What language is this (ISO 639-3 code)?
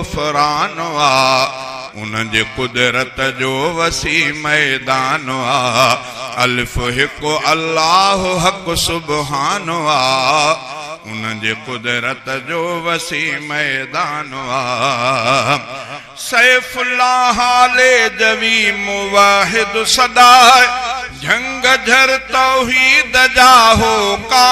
snd